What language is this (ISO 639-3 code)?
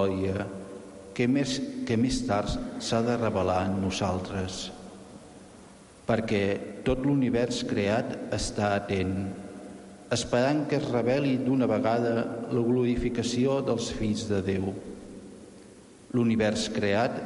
cat